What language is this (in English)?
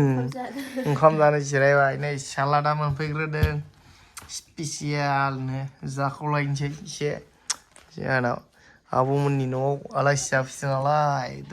Bodo